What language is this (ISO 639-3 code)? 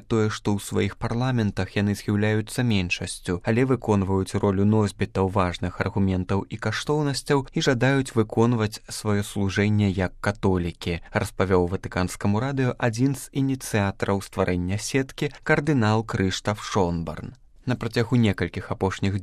bel